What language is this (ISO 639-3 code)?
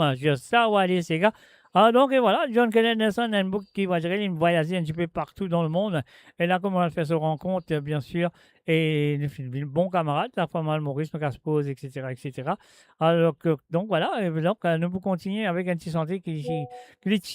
mfe